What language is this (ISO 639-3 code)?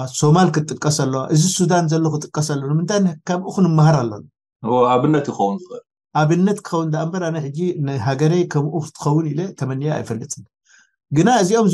tir